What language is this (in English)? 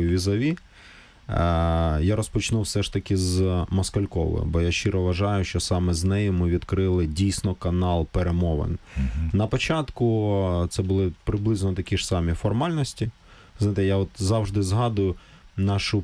Ukrainian